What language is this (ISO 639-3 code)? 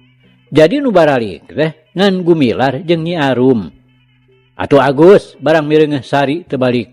sun